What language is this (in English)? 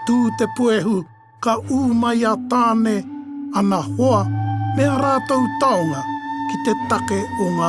Māori